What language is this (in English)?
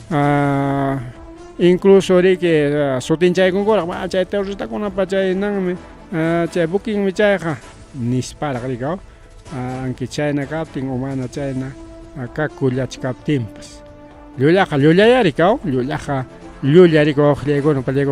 Ayacucho Quechua